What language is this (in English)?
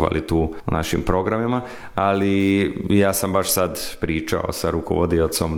Serbian